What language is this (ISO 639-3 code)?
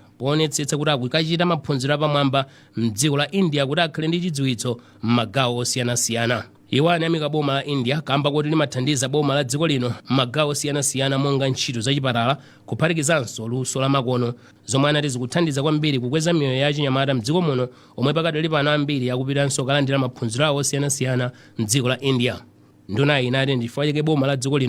nya